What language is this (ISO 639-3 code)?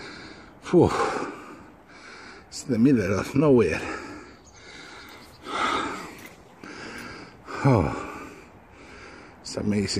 eng